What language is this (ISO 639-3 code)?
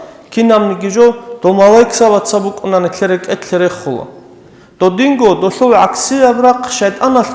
ava